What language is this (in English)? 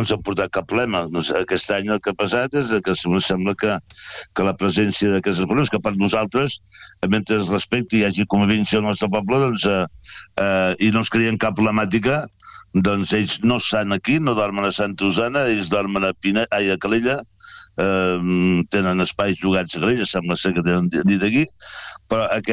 Catalan